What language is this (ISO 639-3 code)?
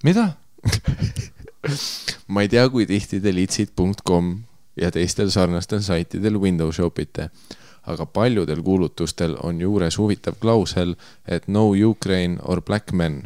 est